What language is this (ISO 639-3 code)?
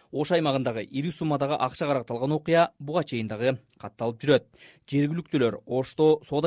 kir